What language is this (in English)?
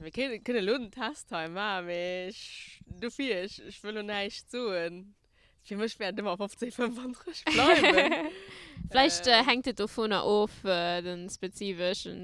Luxembourgish